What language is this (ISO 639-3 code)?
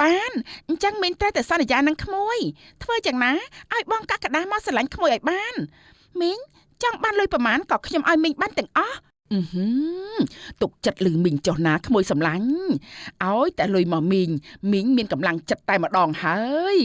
khm